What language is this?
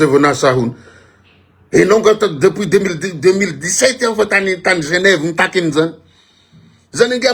Malagasy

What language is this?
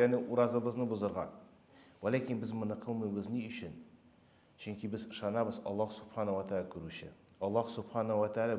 Tatar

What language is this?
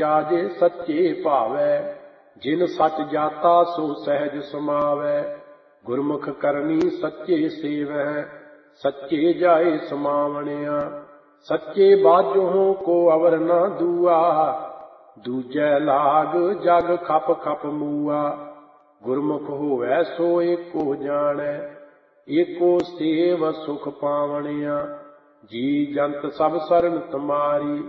Punjabi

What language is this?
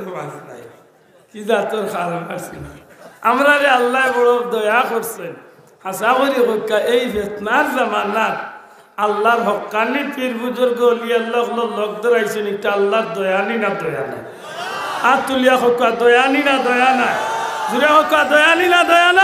Sylheti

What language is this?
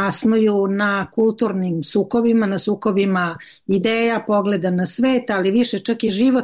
Serbian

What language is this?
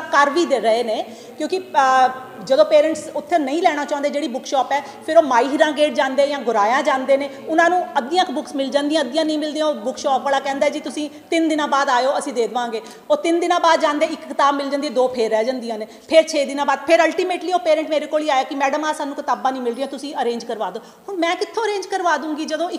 Punjabi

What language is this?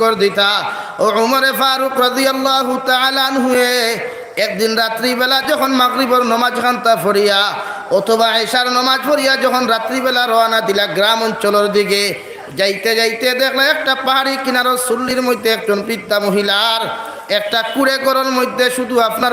Sylheti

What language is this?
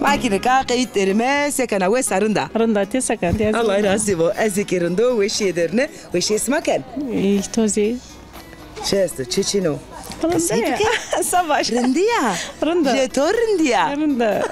Zaza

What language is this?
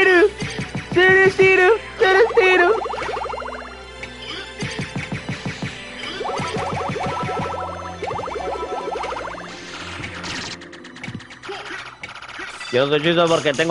Spanish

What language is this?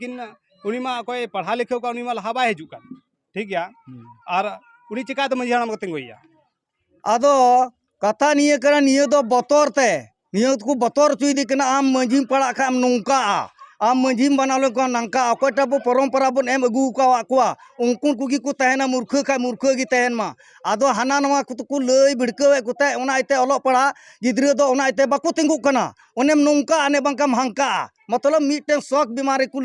Santali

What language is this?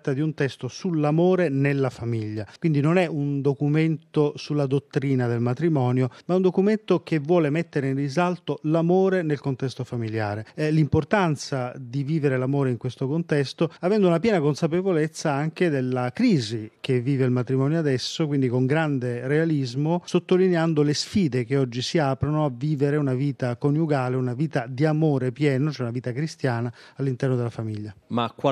Italian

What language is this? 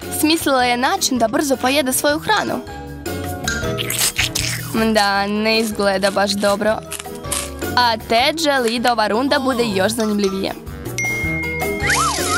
Serbian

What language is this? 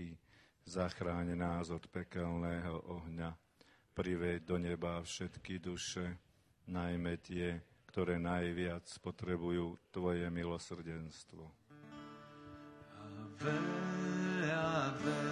Slovak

